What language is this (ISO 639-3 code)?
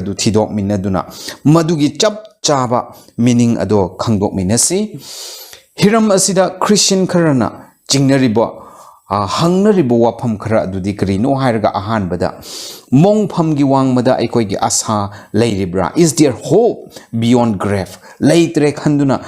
mni